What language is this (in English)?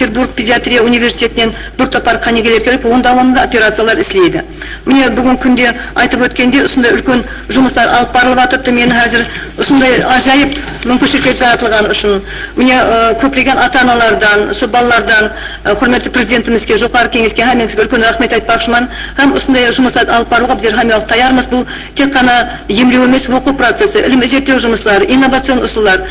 Kara-Kalpak